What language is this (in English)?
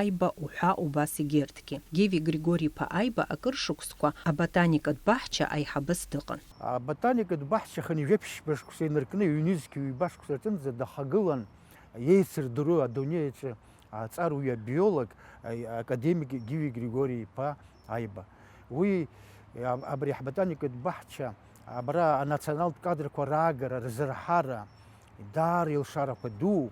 Abkhazian